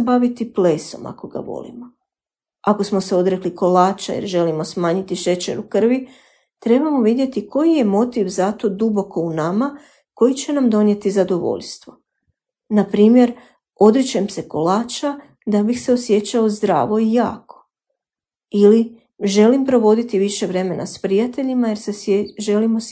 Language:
Croatian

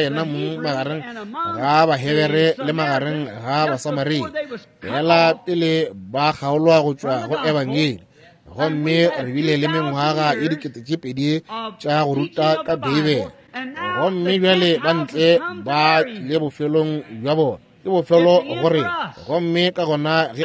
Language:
Northern Sotho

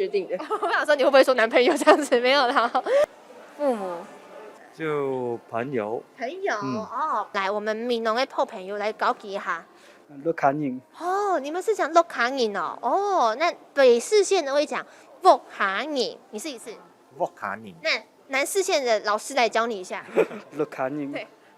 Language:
Hakka Chinese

